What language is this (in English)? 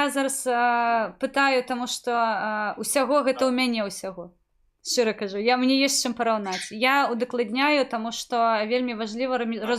Belarusian